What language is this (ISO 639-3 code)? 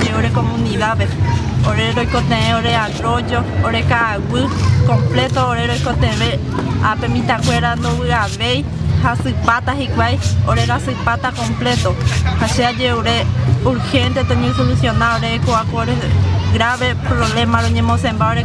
grn